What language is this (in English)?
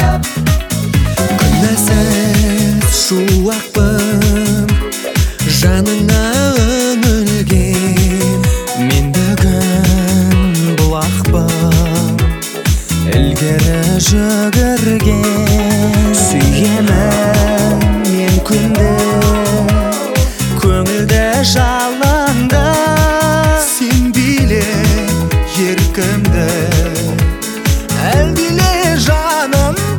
Kazakh